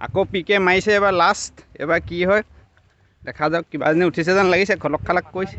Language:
Assamese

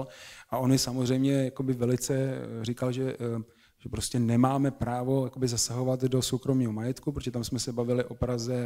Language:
Czech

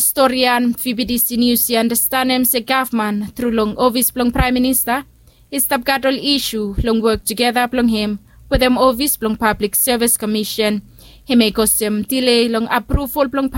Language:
Bislama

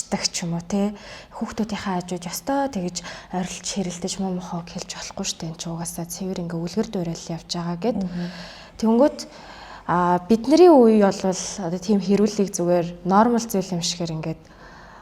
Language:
Mongolian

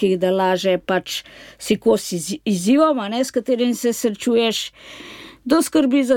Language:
Slovenian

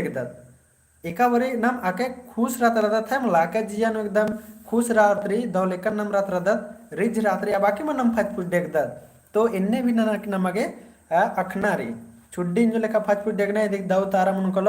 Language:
Kurukh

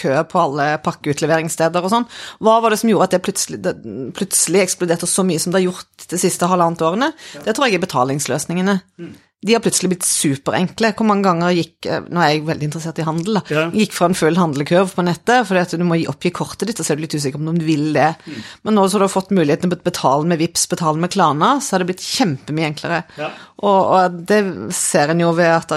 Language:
Norwegian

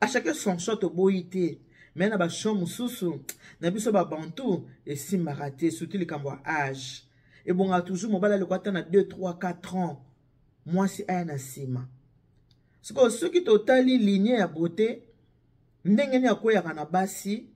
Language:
Lingala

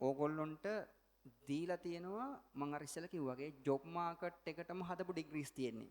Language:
Sinhala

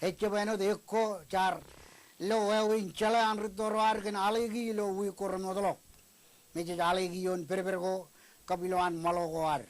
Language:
Marshallese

